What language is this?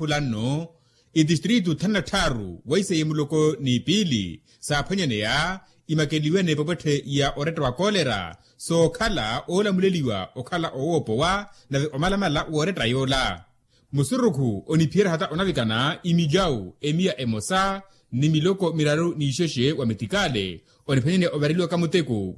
Makhuwa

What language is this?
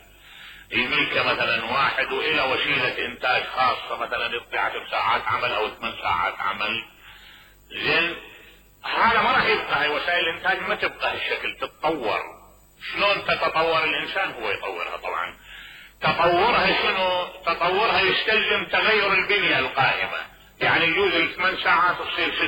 Mesopotamian Arabic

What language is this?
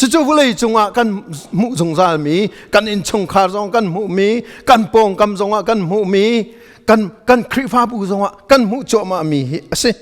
Hakha Chin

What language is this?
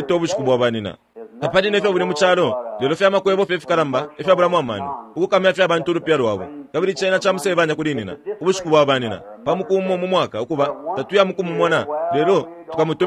Bemba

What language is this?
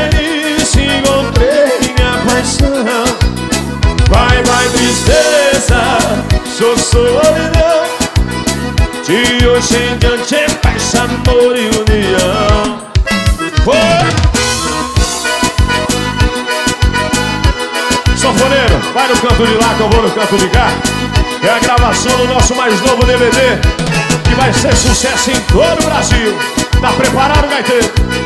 Portuguese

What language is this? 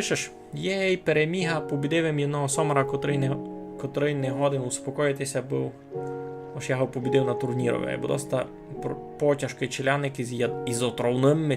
Rusyn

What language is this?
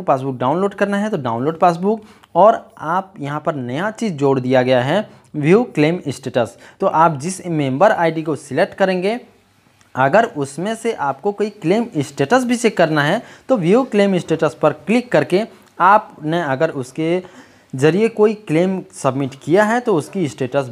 Hindi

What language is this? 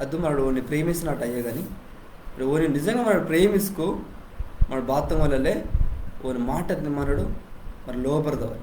Koya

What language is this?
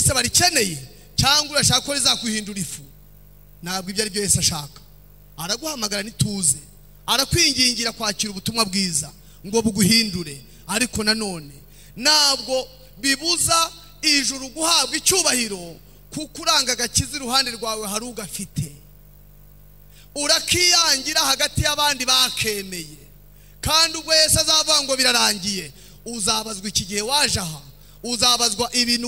Kinyarwanda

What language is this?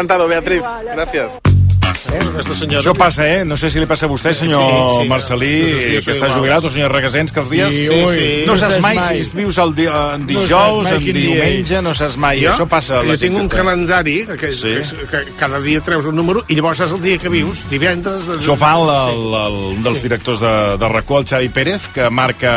Catalan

